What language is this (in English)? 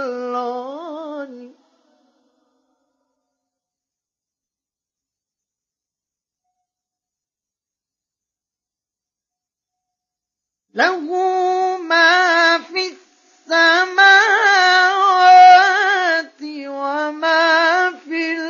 Arabic